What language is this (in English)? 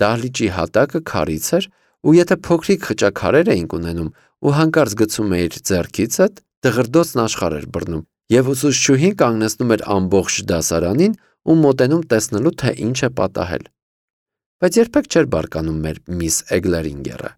Armenian